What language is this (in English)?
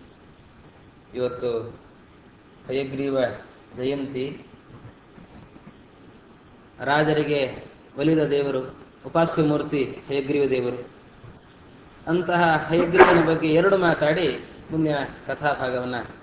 Kannada